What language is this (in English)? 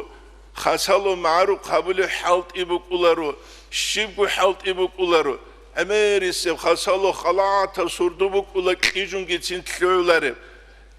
Avaric